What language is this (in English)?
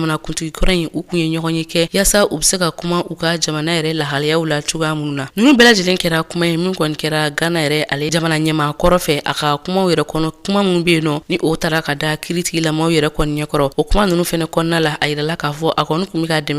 Bambara